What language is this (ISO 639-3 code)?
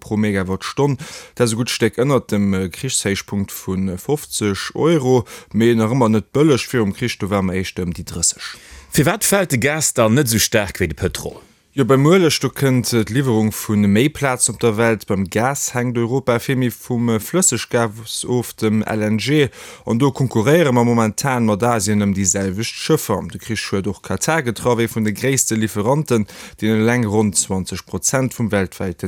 ltz